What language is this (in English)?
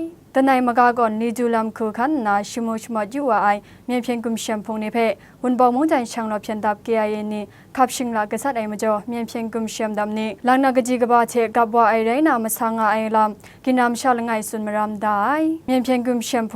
Kachin